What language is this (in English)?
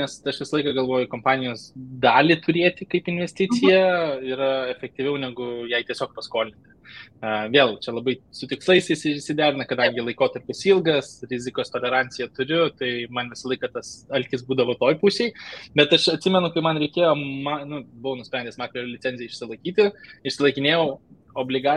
Lithuanian